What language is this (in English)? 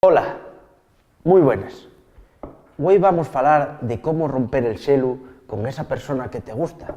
Asturian